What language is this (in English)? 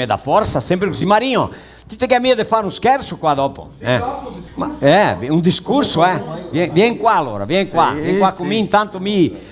Venetian